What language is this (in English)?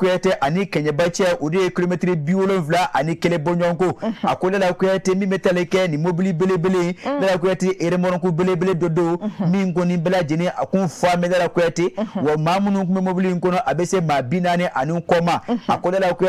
Bambara